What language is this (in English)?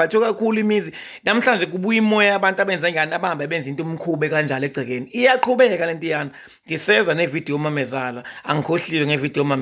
Zulu